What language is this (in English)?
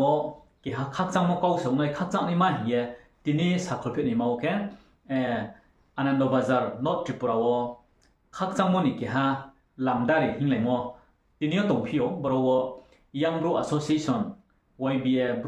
Riang (India)